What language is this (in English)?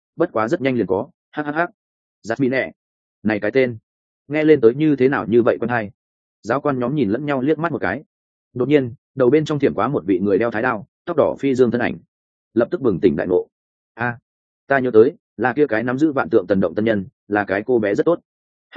Vietnamese